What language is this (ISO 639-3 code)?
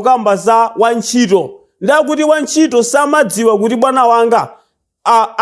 nya